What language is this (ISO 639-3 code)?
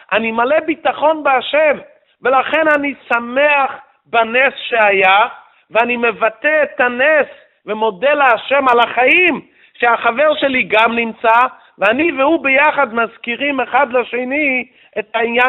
heb